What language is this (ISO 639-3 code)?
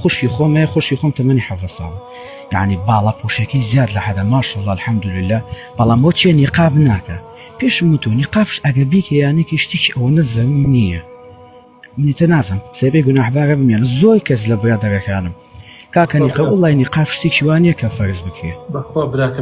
ckb